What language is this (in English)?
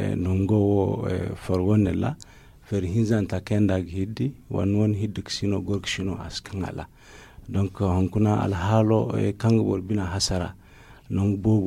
Zarma